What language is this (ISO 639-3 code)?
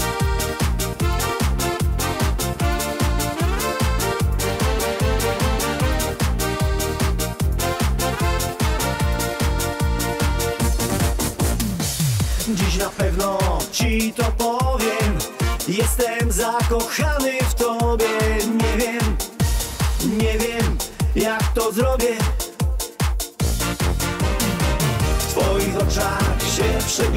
pol